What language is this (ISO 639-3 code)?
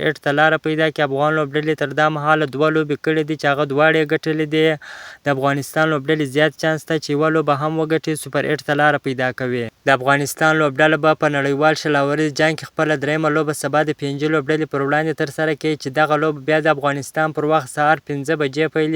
pus